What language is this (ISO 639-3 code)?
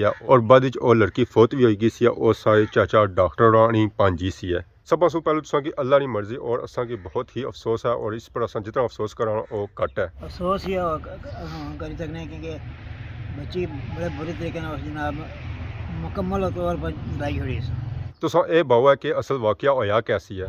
phr